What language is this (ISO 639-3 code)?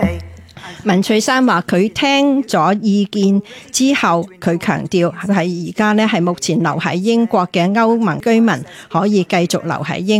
yue